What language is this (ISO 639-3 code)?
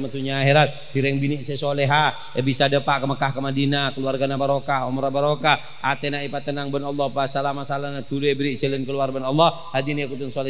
mad